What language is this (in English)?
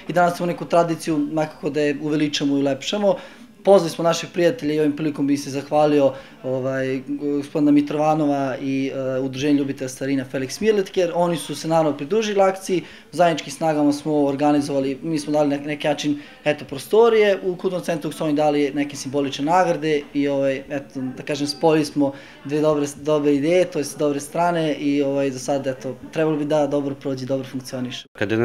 Serbian